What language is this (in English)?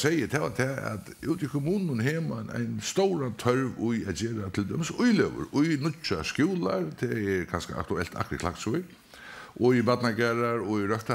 Faroese